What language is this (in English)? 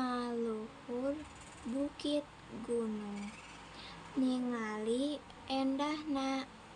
Sundanese